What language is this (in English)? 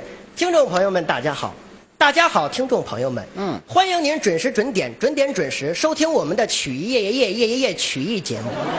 Chinese